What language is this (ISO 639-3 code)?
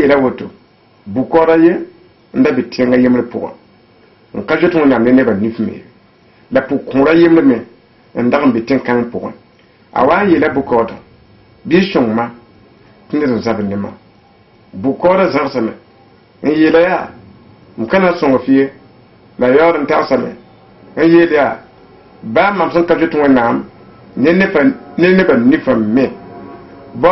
mos